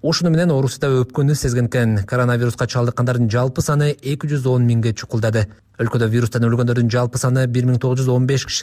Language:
Kyrgyz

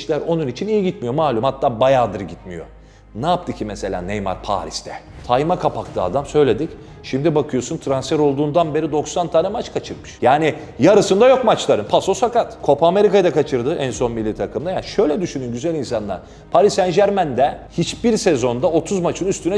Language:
Turkish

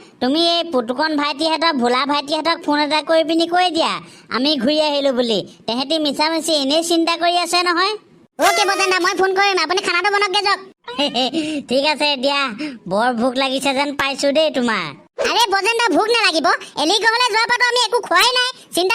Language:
Assamese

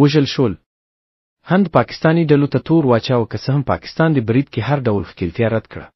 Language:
Pashto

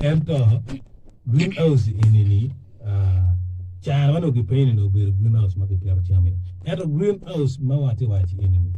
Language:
Acoli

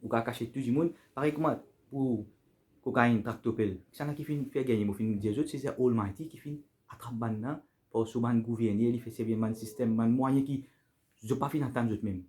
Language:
Morisyen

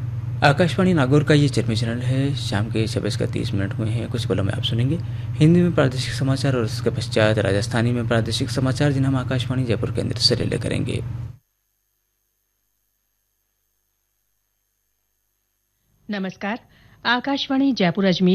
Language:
Hindi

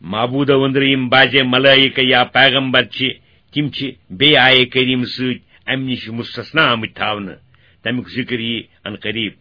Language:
Kashmiri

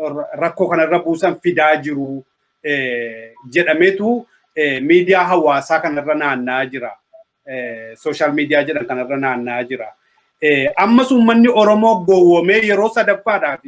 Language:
Oromo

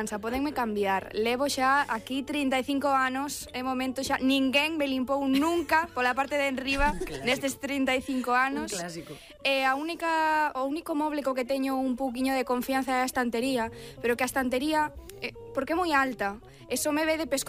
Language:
Galician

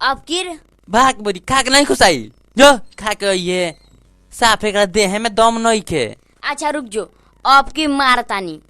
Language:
Bhojpuri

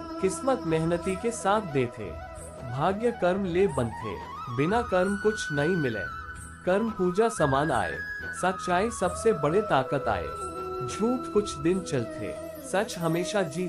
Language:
Chhattisgarhi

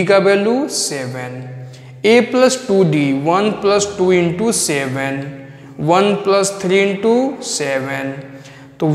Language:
Hindi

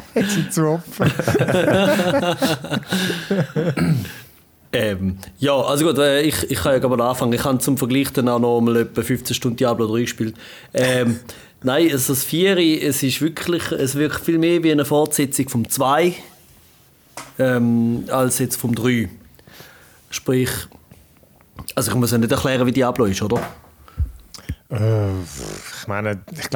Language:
German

